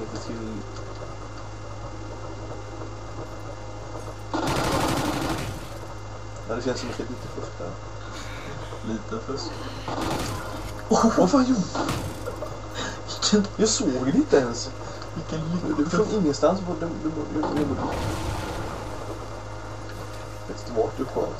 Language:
Swedish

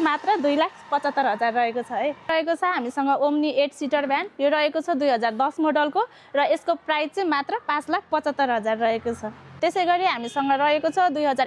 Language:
Nepali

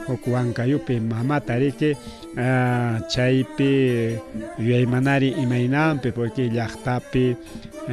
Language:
Ayacucho Quechua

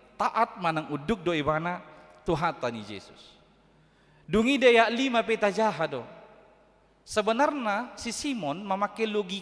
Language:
Batak Toba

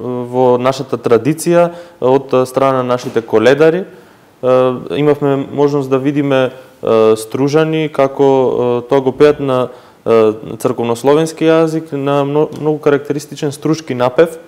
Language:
Macedonian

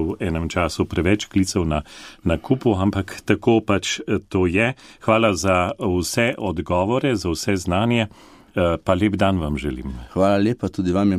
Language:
Slovenian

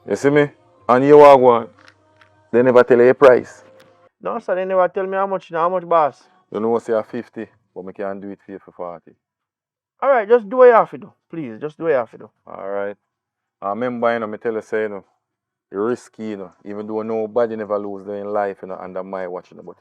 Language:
Jamaican Creole English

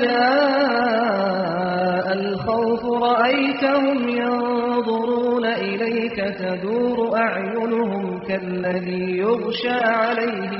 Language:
Arabic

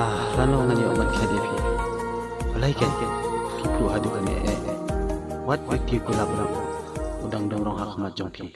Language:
Khasi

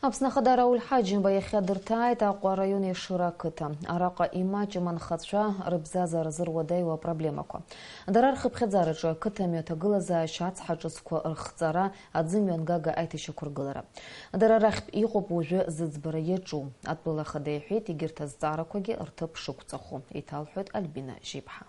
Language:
Abkhazian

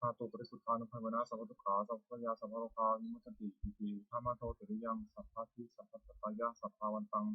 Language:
Pali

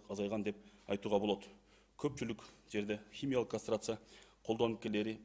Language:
Kyrgyz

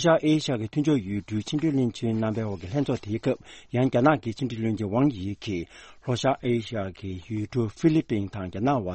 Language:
Tibetan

